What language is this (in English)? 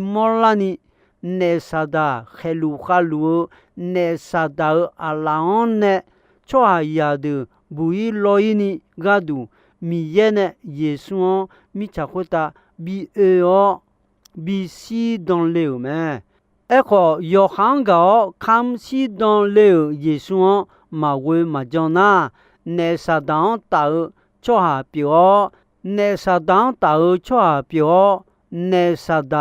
Akha